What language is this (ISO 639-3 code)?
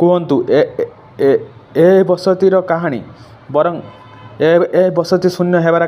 ori